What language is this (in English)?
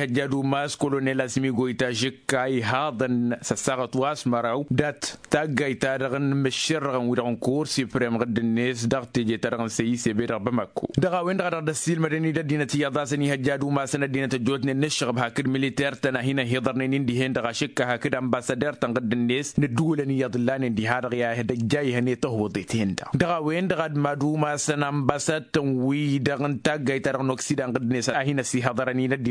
Tamasheq